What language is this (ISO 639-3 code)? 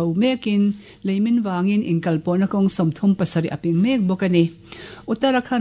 lus